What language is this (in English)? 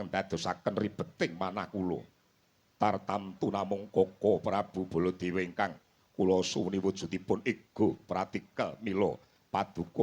Javanese